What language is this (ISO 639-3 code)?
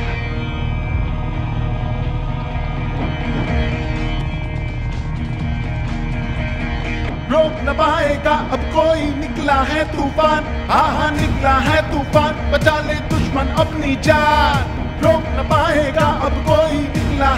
hin